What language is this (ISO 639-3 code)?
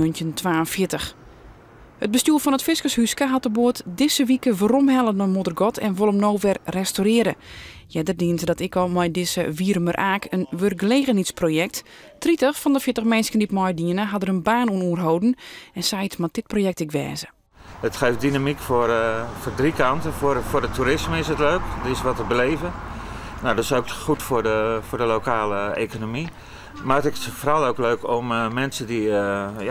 fry